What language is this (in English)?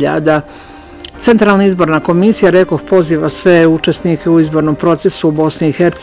Bosnian